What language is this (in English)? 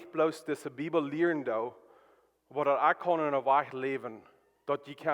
Plautdietsch